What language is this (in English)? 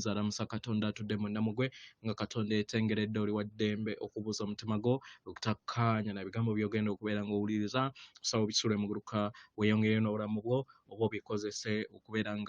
Ganda